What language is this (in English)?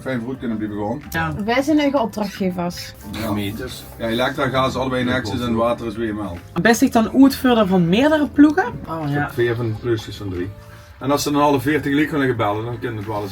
Limburgish